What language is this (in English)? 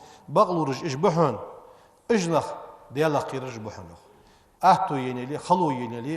Ingush